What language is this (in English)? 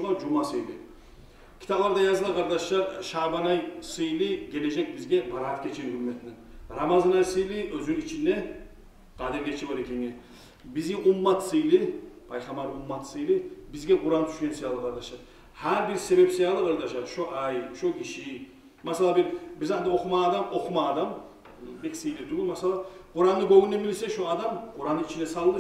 Kumyk